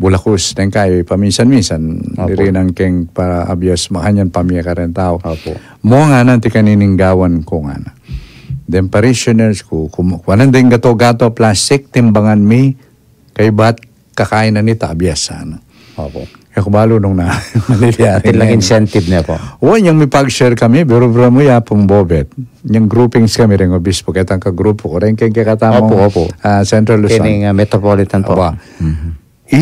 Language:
Pampanga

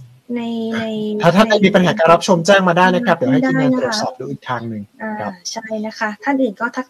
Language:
Thai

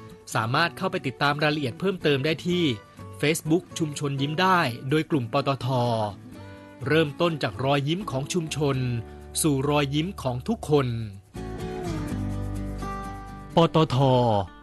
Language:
Thai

